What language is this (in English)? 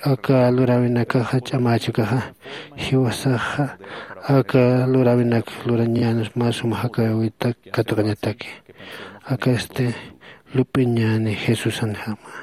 Aymara